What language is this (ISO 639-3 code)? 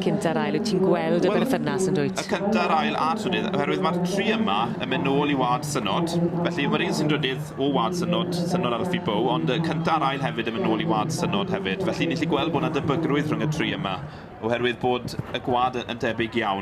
cym